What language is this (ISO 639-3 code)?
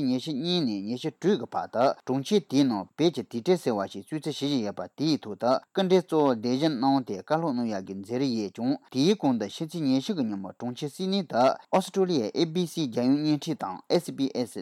bod